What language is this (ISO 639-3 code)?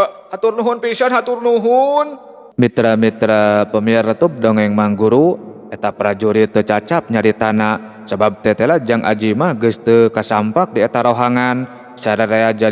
sun